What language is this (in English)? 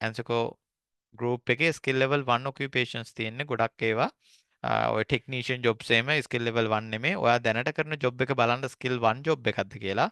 Sinhala